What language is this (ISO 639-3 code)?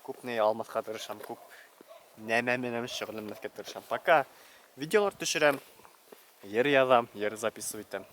bak